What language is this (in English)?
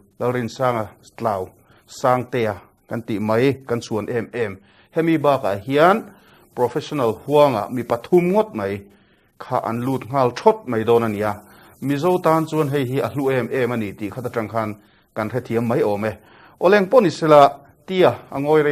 Mizo